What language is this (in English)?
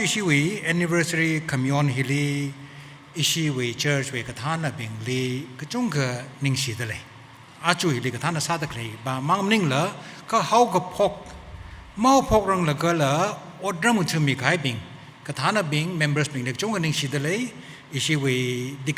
Tangkhul Naga (India)